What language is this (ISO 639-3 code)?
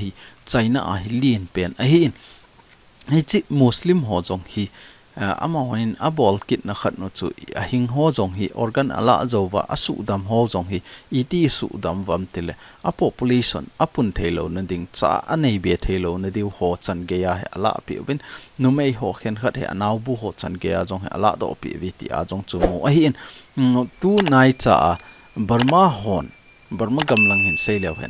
tcz